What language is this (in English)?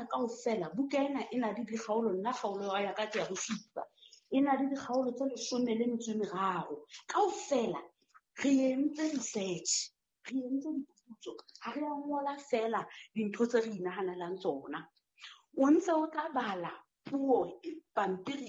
Southern Sotho